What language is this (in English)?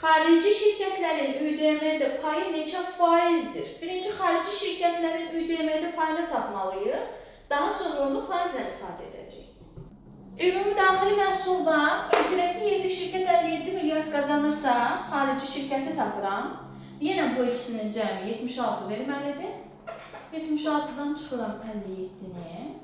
Azerbaijani